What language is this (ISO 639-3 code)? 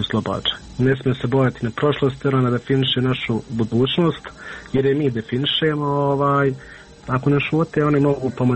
bos